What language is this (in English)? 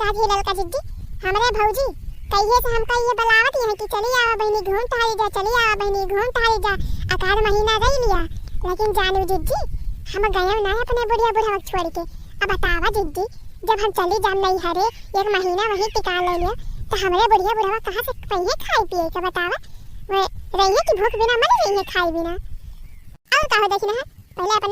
Awadhi